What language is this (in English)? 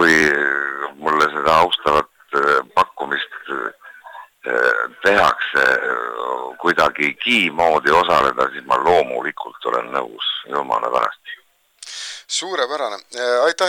Estonian